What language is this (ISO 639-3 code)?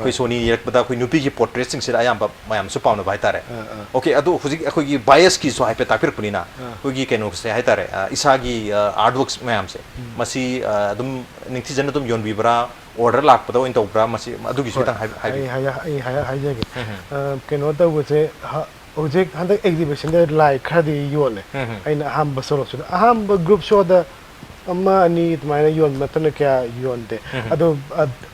mni